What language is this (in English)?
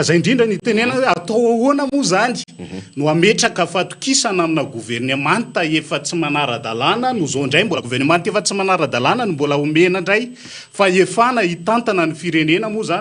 Malagasy